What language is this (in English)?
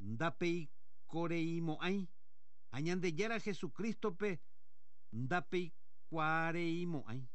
Guarani